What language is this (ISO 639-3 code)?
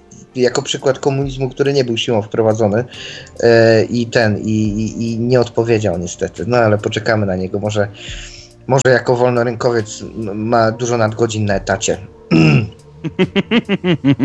pol